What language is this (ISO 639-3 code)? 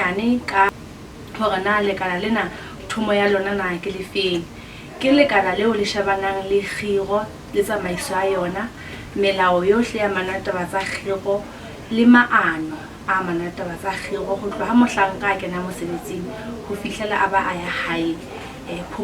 sot